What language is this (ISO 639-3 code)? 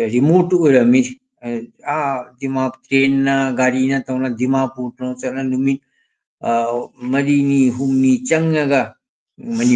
mni